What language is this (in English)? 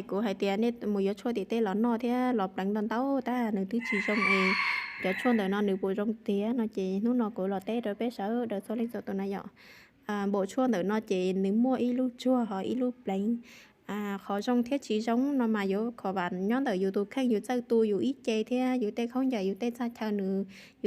Hmong